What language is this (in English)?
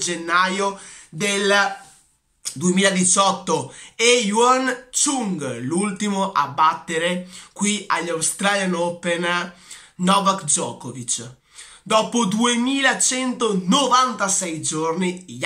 Italian